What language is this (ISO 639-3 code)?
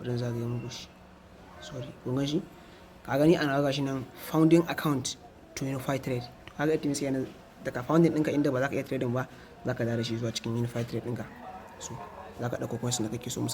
hau